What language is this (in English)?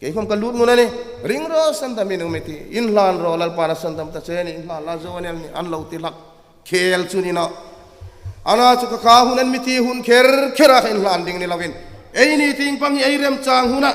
Hmar